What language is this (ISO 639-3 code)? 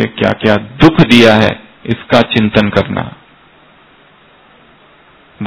hin